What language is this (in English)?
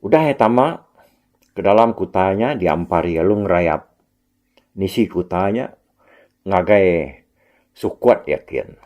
Iban